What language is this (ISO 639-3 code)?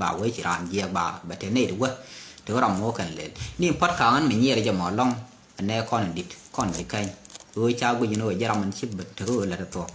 nus